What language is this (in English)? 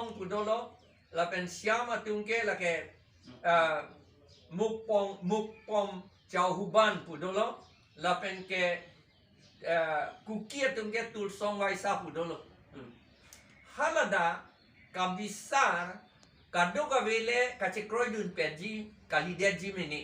Karbi